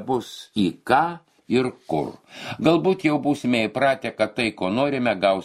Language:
Lithuanian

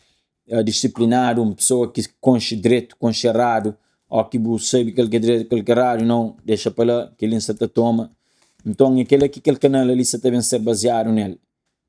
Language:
Kabuverdianu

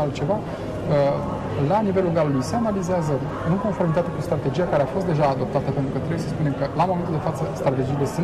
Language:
Romanian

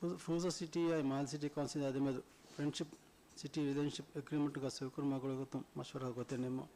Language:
Divehi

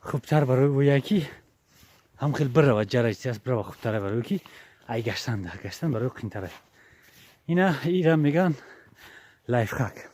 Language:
Tajik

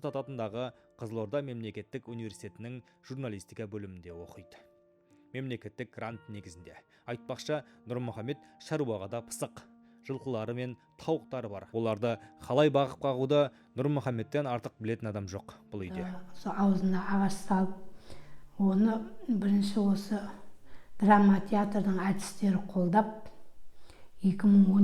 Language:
Kazakh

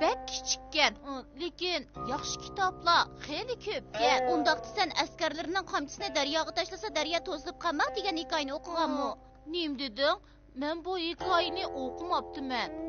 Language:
Uyghur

